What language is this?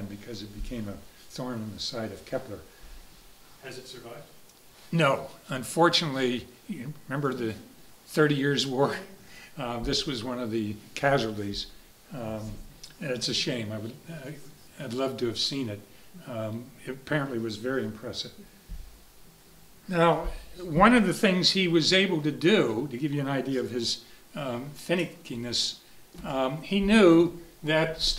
English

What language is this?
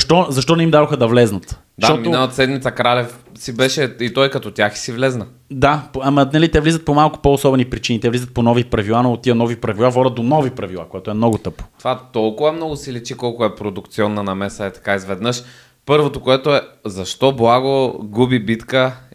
Bulgarian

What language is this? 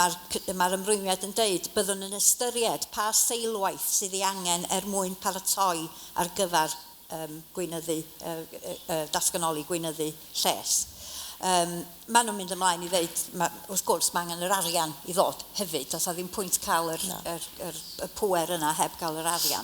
Welsh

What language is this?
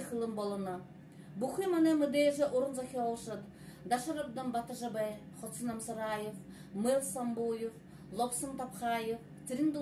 Buriat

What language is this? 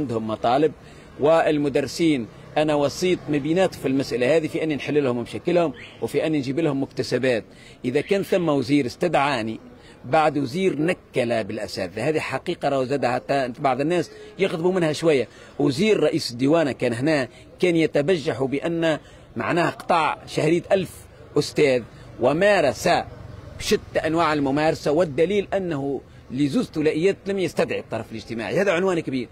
Tunisian Arabic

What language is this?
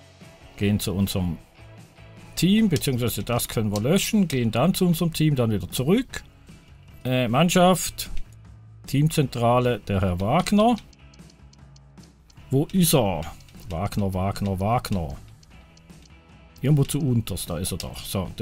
German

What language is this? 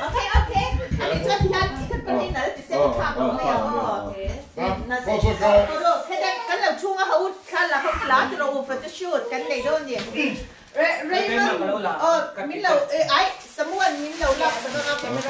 Mizo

